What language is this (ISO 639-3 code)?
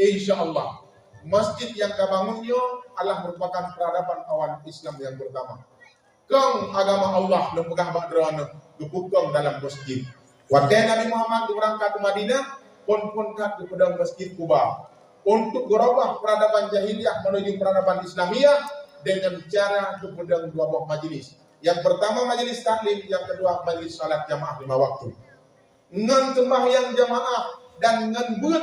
ace